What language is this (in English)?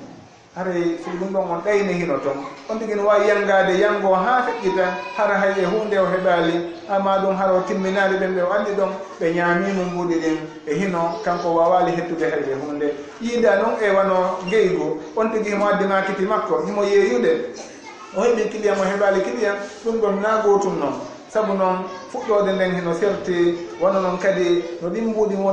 Fula